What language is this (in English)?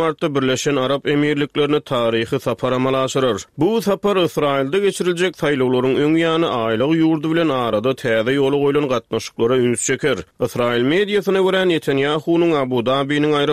Turkmen